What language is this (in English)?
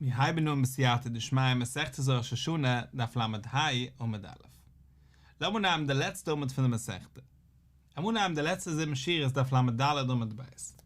Yiddish